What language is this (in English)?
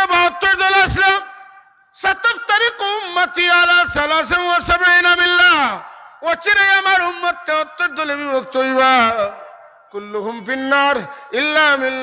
Sylheti